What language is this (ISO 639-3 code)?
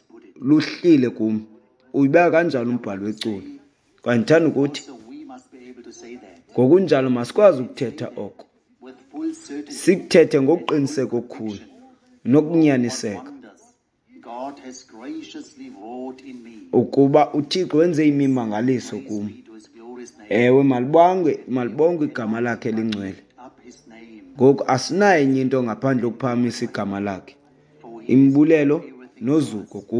xho